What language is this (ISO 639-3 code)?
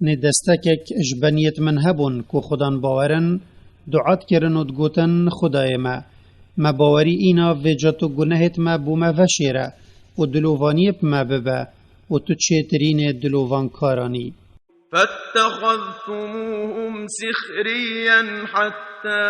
kur